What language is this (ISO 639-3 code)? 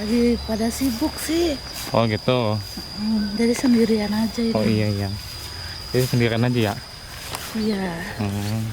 bew